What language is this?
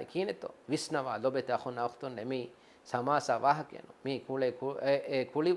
Divehi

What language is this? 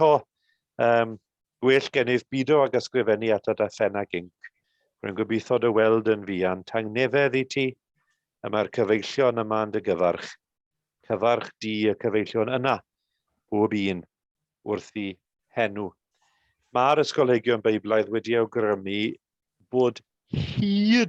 Welsh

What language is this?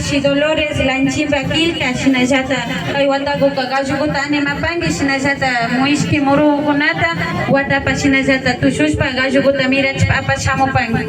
Imbabura Highland Quichua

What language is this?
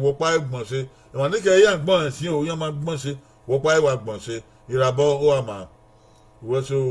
Bini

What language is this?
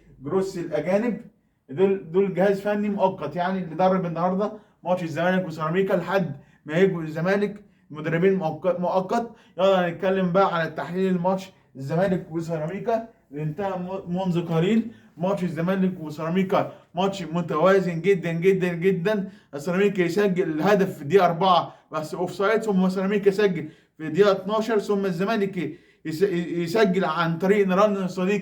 Egyptian Arabic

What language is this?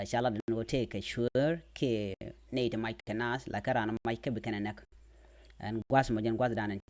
Nuer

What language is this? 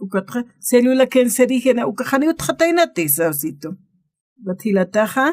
Aymara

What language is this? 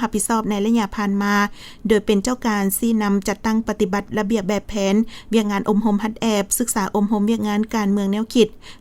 Lao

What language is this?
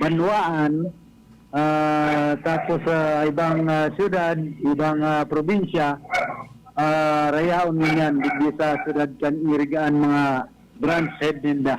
Bikol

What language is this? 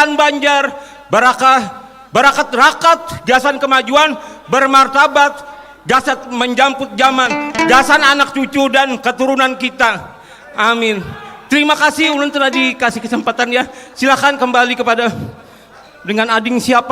Banjar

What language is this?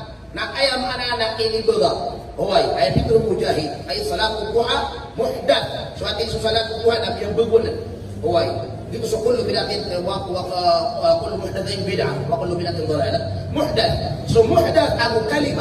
Maranao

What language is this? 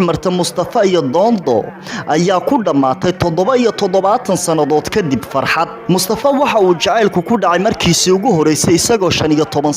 Somali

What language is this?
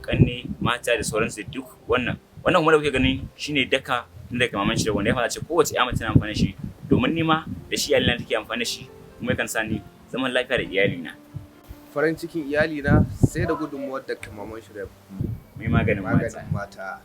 Hausa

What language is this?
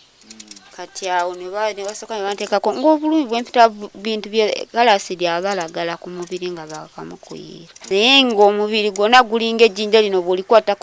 Ganda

